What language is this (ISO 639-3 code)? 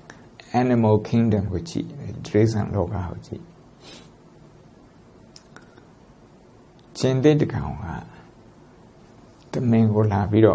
mya